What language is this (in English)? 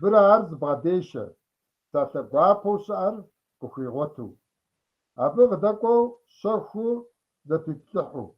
Kabardian